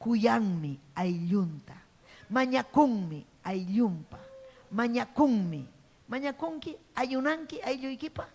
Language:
Ayacucho Quechua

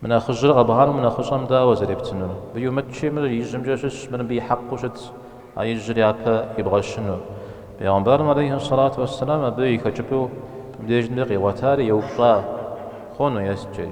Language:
Kabardian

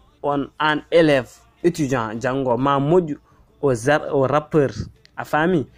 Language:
Fula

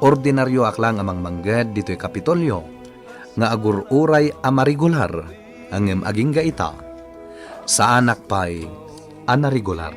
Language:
Iloko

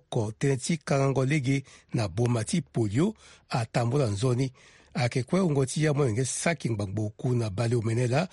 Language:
Sango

